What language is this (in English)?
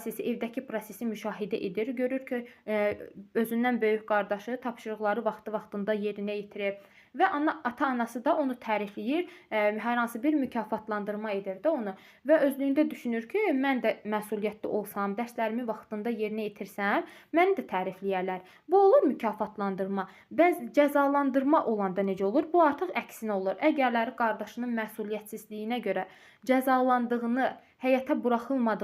Azerbaijani